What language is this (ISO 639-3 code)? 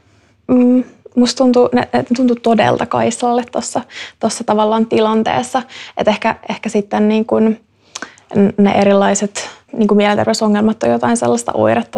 fin